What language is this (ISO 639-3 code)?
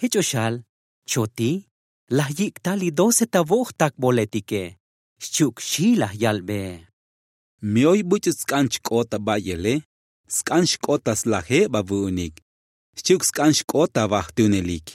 tzo